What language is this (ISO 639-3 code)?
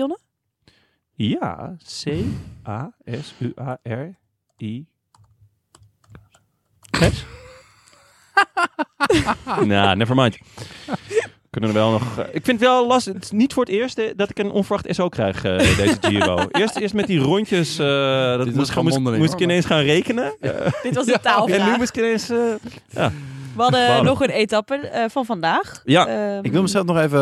nld